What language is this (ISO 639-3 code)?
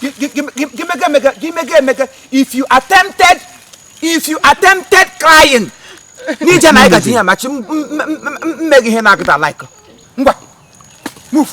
ibo